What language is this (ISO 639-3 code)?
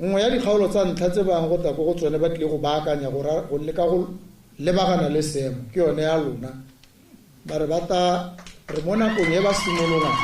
tsn